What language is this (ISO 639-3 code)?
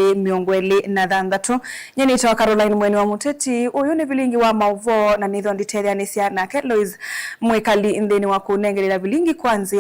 kam